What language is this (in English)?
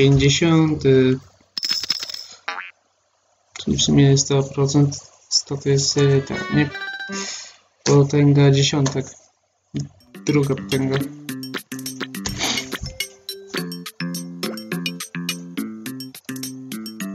Polish